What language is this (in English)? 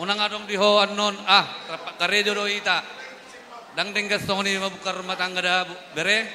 Batak Toba